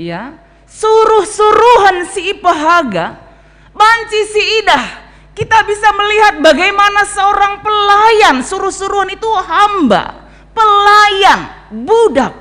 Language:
Batak Karo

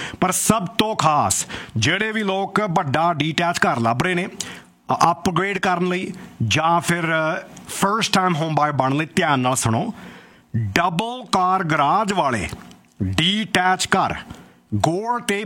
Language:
Punjabi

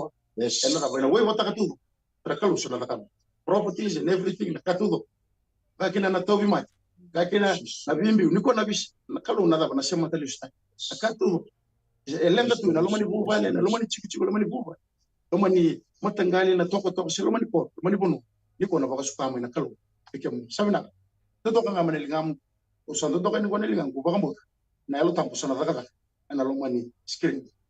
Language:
Fijian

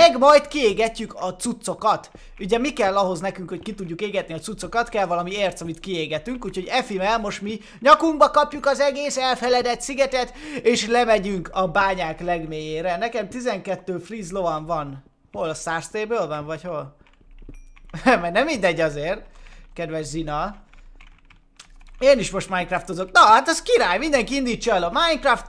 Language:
Hungarian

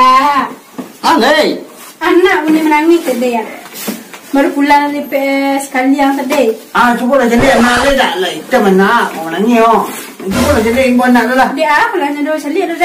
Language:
Minangkabau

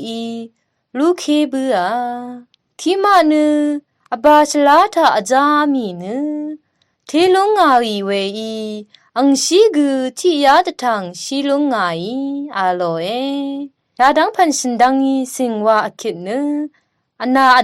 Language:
Rawang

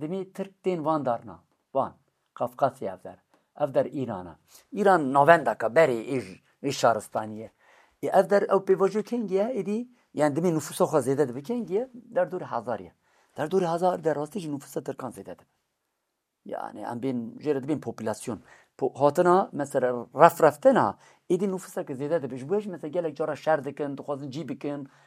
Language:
Kurdish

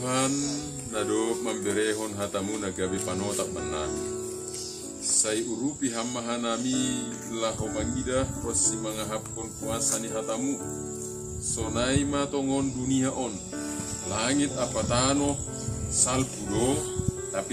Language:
Batak Simalungun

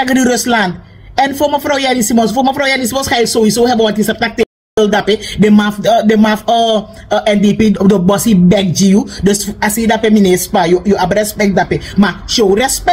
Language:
Sranan Tongo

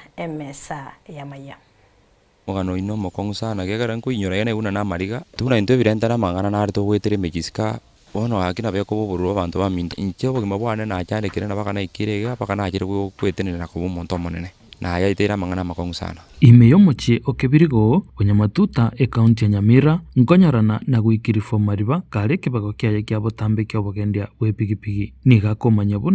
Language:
Gusii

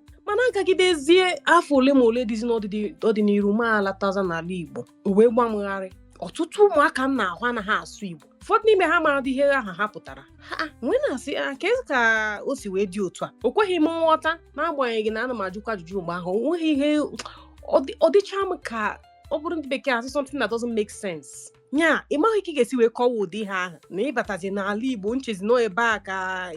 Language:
Igbo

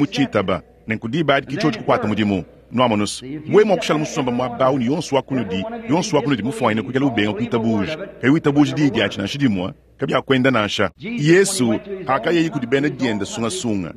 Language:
Luba-Lulua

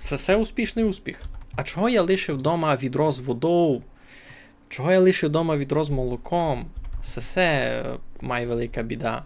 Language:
Rusyn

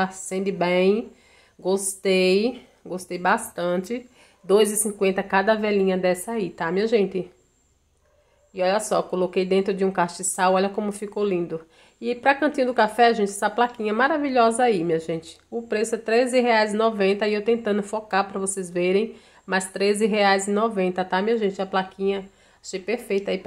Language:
Portuguese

